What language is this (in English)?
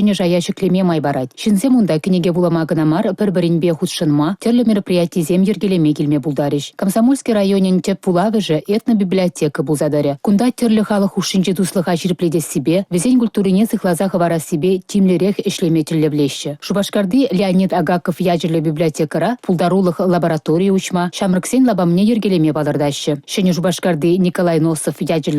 Chuvash